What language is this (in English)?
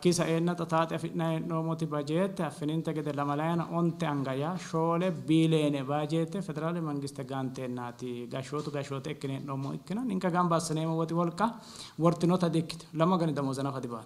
Sidamo